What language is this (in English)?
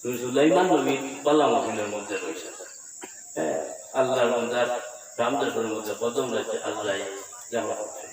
Sylheti